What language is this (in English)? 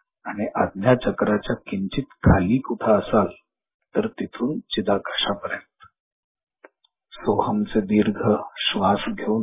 Marathi